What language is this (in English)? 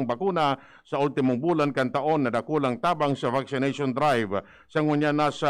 Bikol